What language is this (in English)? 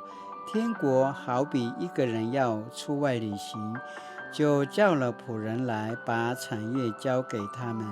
Paiwan